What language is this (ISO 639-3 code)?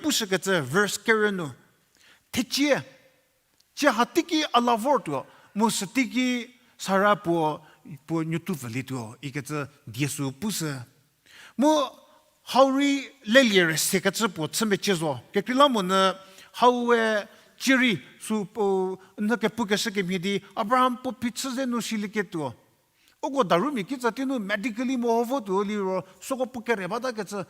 njm